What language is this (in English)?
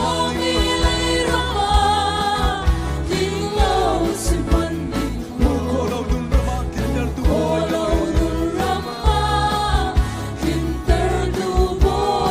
Hakha Chin